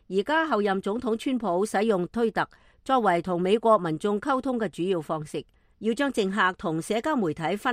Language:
Cantonese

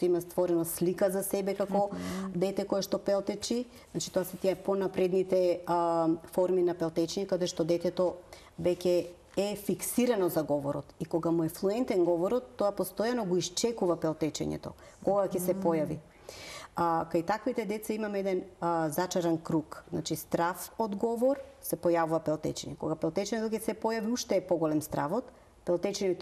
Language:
Macedonian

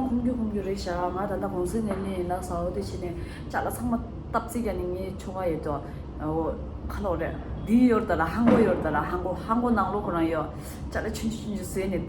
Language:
Tibetan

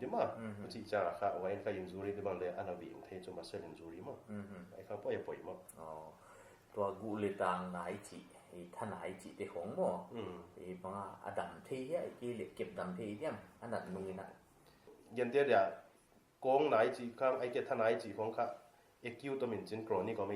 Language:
Paite Chin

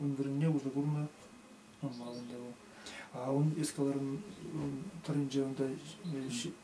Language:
Chuvash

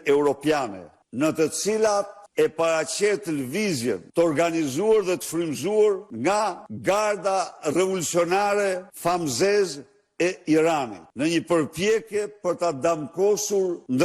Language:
Albanian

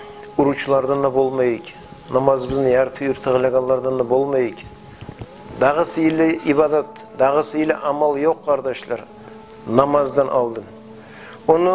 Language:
Kumyk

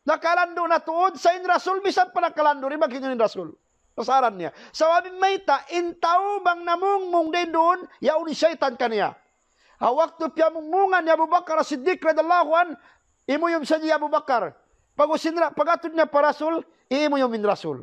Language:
Tausug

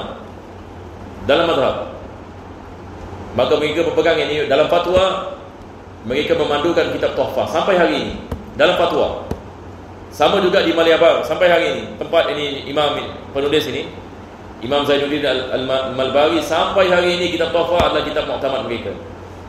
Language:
Malay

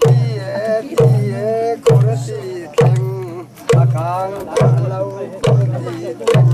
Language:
Falam Chin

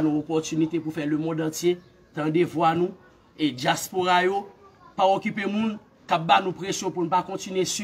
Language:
Haitian Creole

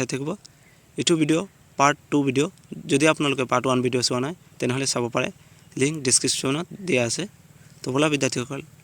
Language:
Assamese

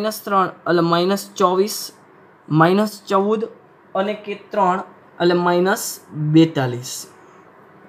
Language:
Gujarati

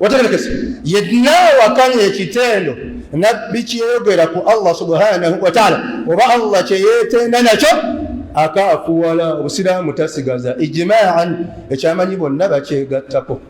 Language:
Ganda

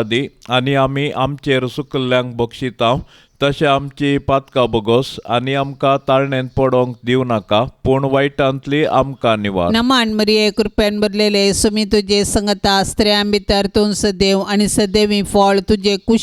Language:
Konkani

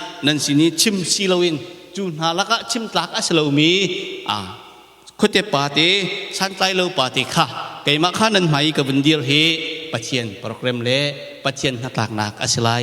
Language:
Hakha Chin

